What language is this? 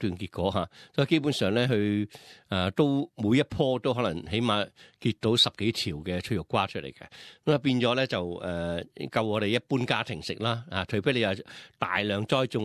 Cantonese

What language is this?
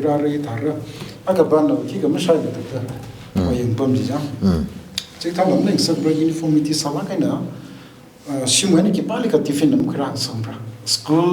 Tangkhul Naga (India)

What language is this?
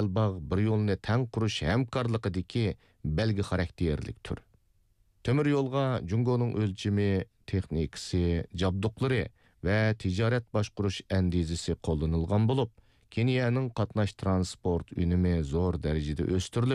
Uyghur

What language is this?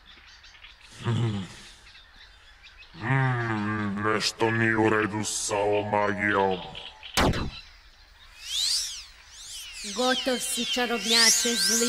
Serbian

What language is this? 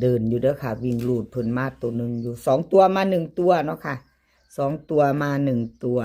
Lao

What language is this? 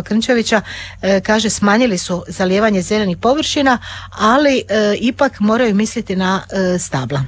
Croatian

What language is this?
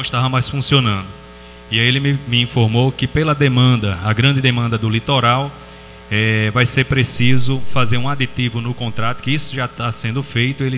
Portuguese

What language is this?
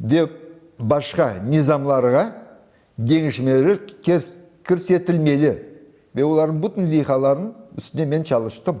Crimean Tatar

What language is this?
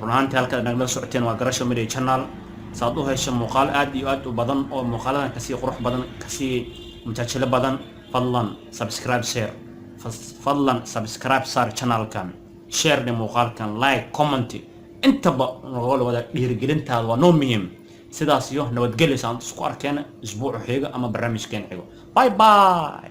Somali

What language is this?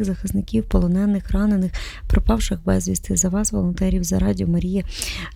Ukrainian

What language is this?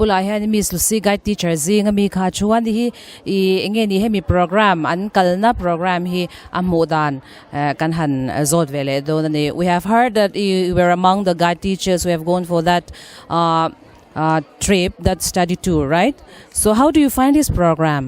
Mizo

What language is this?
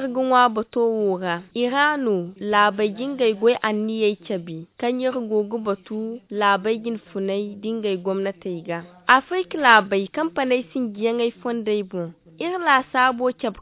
Zarma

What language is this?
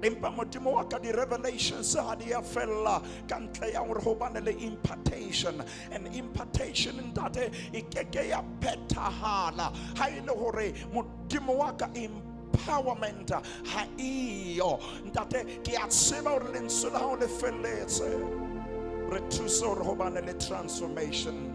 Southern Sotho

